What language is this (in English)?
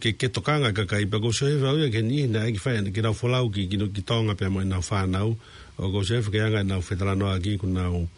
Tongan